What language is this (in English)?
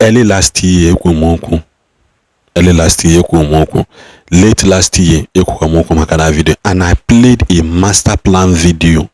Igbo